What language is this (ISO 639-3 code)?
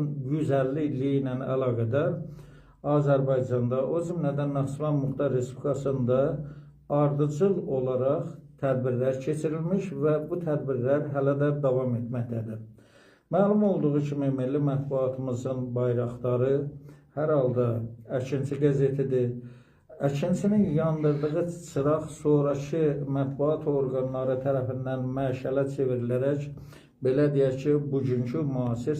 aze